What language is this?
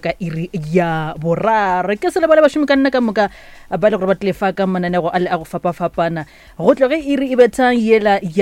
Northern Sotho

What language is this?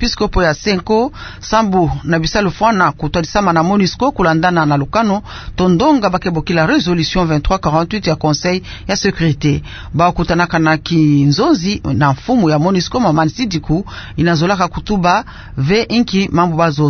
Kituba (Democratic Republic of Congo)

